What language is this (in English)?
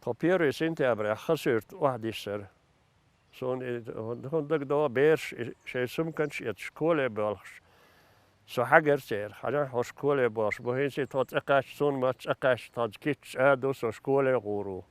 Chechen